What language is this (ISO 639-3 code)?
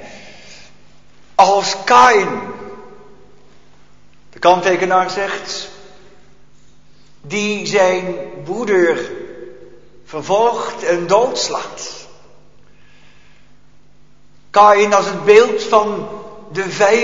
nld